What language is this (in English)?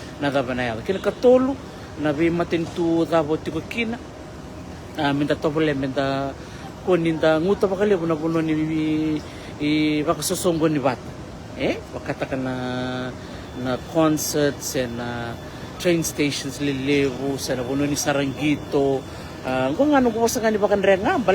Fijian